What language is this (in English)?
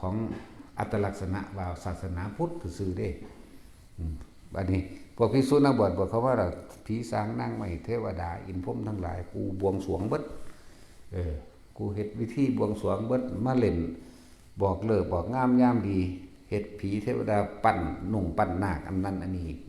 Northeastern Thai